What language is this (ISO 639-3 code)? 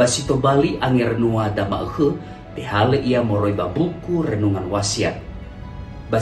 nia